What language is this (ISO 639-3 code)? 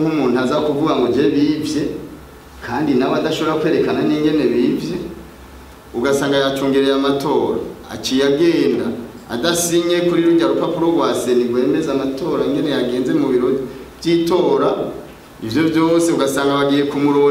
run